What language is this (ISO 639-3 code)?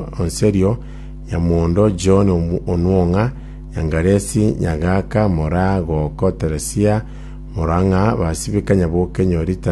guz